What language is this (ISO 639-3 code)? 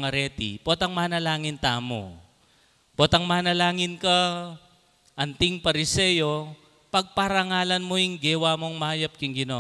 pam